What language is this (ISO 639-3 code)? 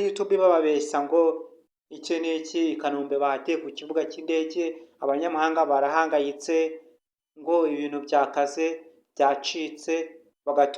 kin